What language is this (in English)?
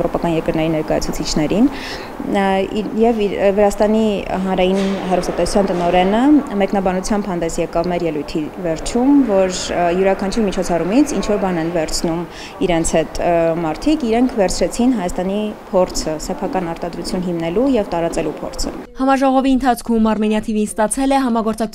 Armenian